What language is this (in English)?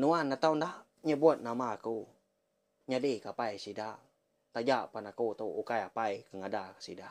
Iban